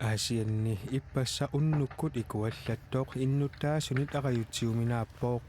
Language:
Kalaallisut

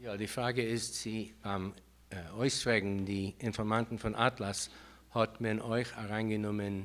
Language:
Yiddish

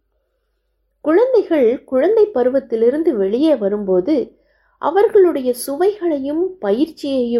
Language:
Tamil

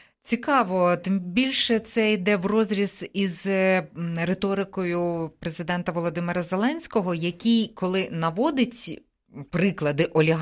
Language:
Ukrainian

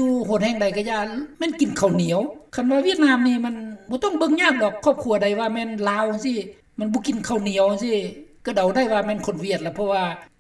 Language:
Lao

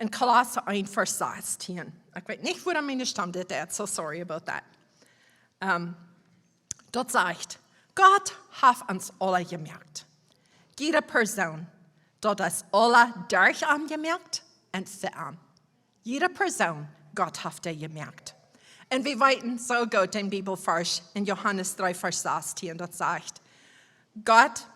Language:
Plautdietsch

